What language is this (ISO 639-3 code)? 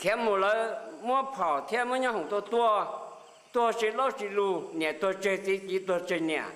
hmn